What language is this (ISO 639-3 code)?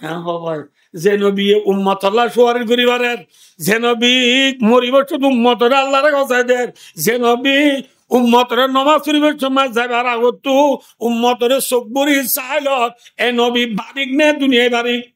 rhg